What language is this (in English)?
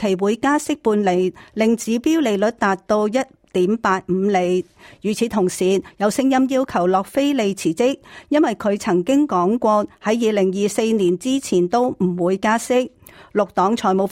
Cantonese